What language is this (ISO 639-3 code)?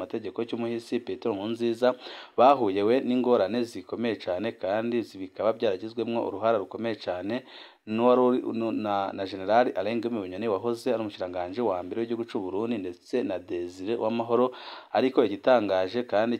run